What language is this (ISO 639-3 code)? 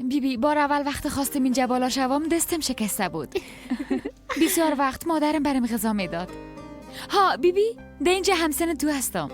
fas